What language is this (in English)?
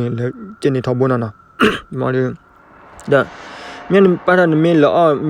S'gaw Karen